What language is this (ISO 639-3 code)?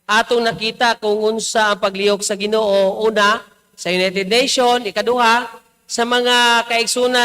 ceb